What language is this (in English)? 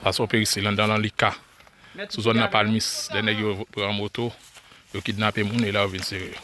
Haitian Creole